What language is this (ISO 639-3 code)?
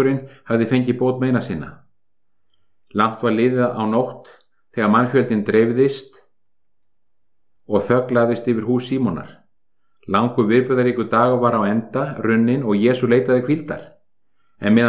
isl